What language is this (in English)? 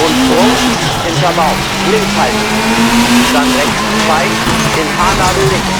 Bavarian